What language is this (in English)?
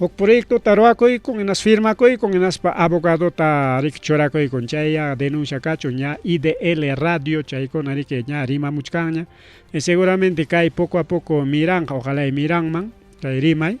Ayacucho Quechua